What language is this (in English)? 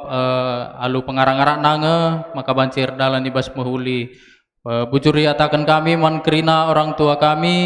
Batak Karo